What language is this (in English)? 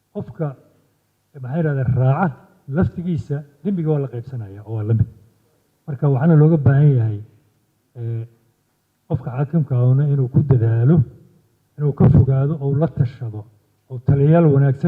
Somali